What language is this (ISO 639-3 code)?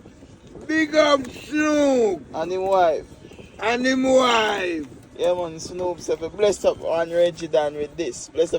jam